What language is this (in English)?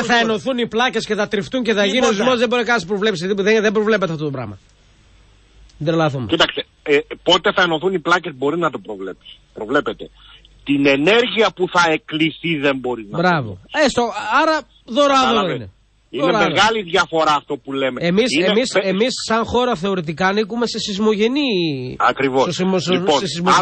Greek